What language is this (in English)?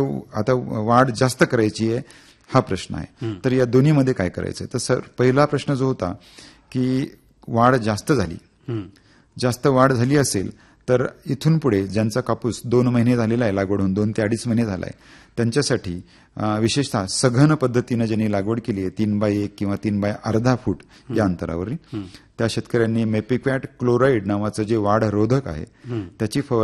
Marathi